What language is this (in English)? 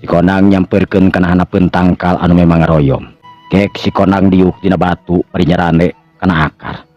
Sundanese